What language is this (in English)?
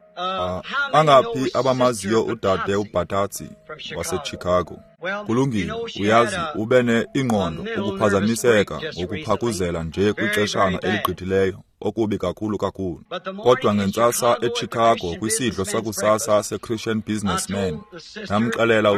Xhosa